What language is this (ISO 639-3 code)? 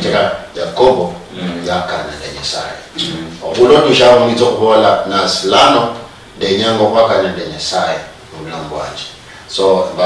luy